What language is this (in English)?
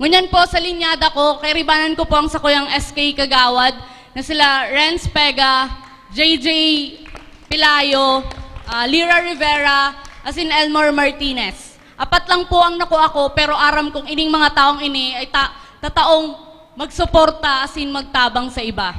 Bikol